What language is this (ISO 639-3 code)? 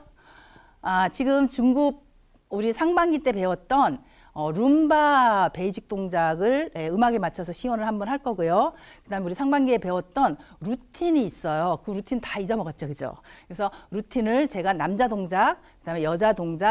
kor